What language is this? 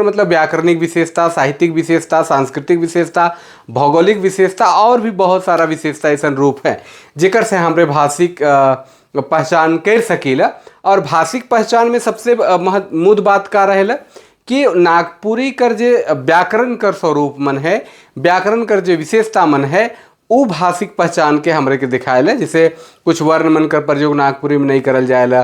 Sadri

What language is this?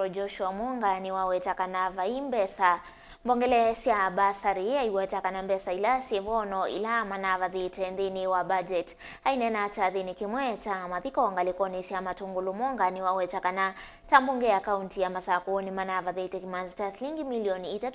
Kamba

